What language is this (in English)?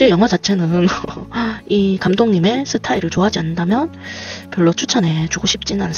Korean